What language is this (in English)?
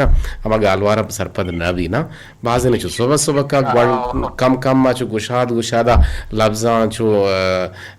Eastern Balochi